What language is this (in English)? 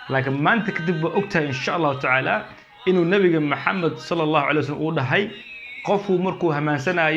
Somali